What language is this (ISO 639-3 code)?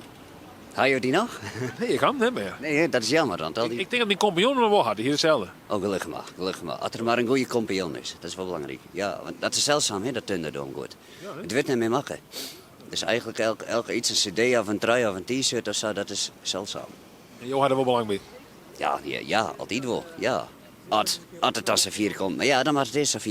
fry